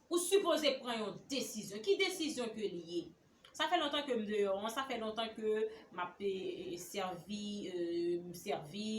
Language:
Haitian Creole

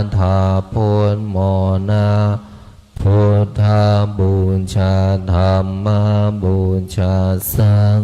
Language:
Pali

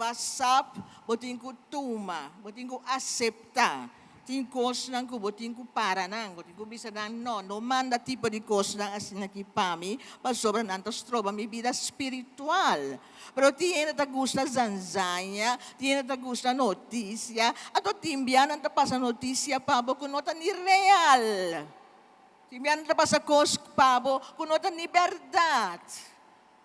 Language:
Papiamento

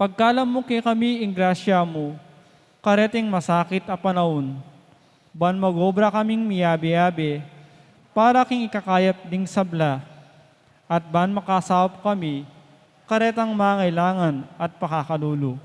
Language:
Pampanga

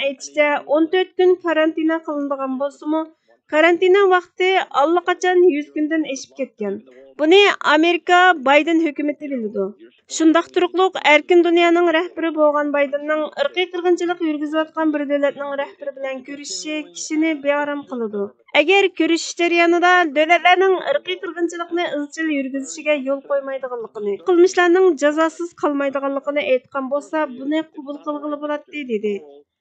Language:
Uyghur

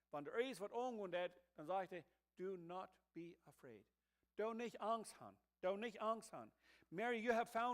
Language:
Plautdietsch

